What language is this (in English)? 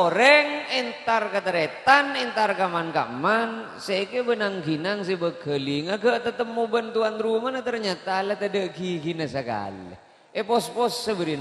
Madurese